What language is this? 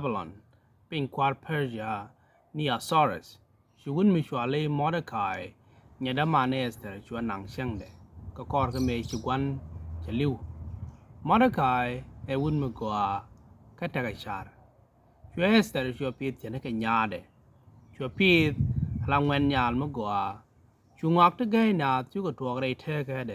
Nuer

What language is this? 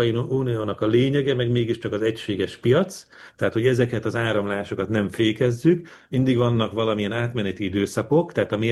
Hungarian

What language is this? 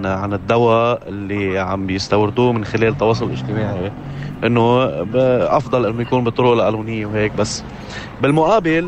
North Levantine Arabic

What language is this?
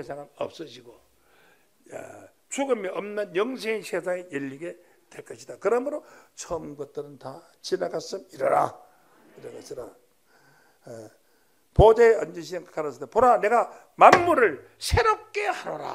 Korean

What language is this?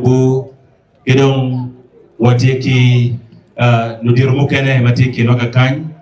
Acoli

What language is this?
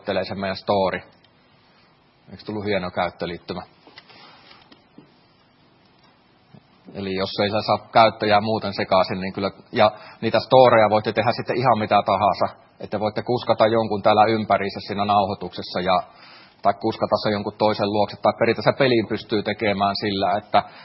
Finnish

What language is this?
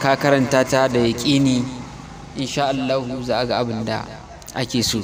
Hausa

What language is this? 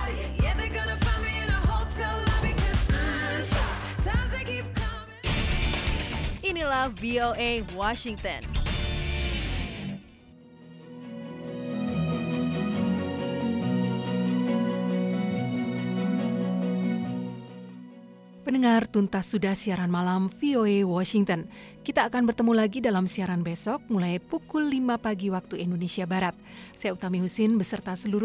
Indonesian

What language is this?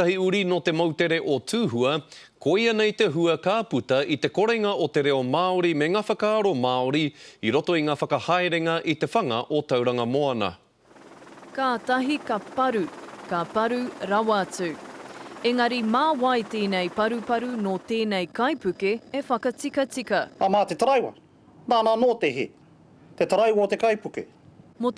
Māori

